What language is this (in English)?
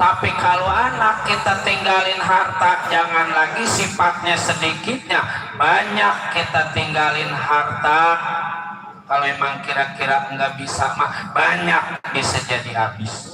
Betawi